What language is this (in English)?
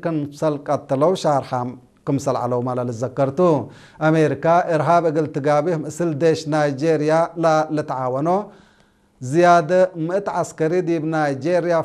Tigre